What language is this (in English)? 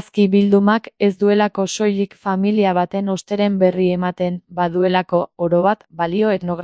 Basque